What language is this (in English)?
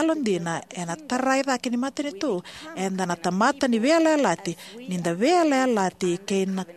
Fijian